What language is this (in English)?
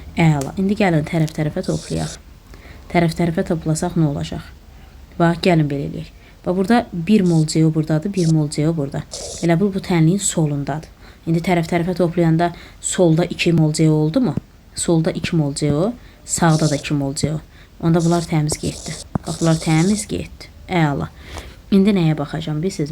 Azerbaijani